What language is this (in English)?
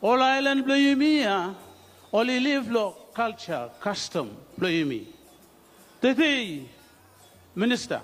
Bislama